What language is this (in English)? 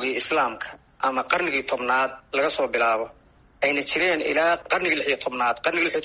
Somali